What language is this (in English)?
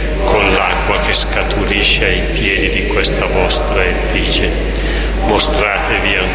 Italian